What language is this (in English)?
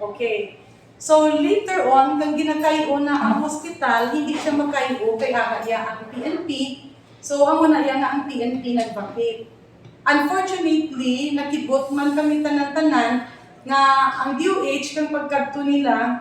Hiligaynon